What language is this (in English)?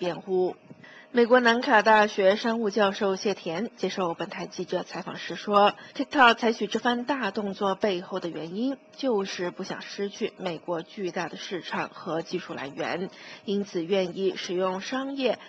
Chinese